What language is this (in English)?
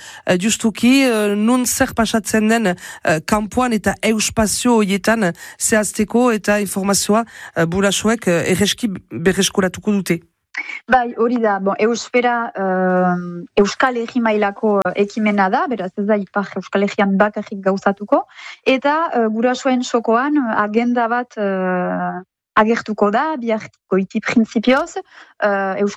Basque